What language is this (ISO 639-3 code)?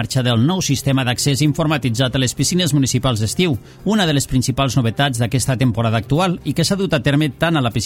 cat